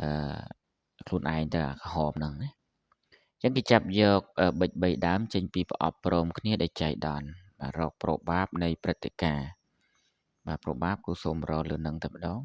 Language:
Khmer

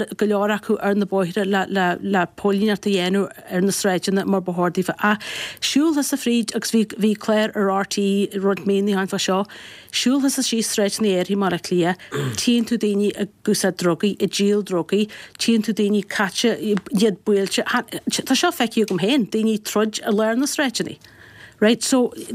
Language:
Irish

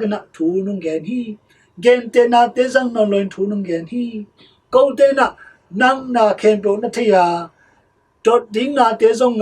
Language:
Tedim Chin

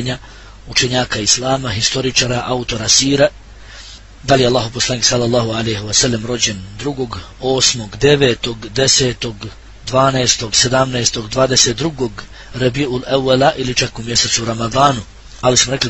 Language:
Bosnian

